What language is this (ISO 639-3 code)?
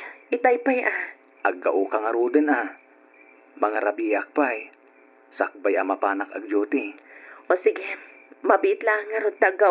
ilo